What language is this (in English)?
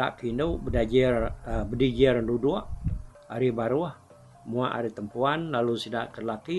Iban